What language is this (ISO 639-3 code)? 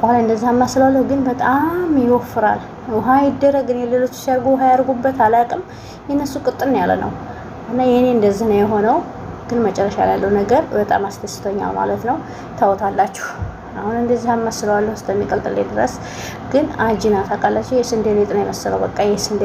amh